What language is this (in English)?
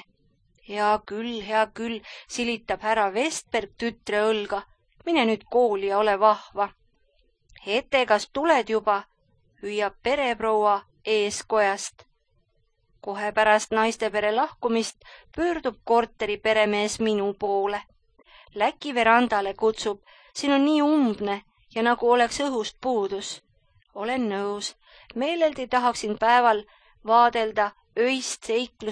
Estonian